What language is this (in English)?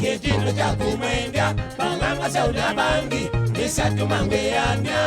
Kamba